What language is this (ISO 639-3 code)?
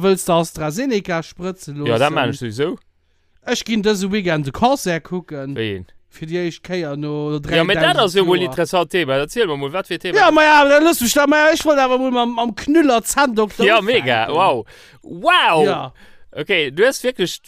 ltz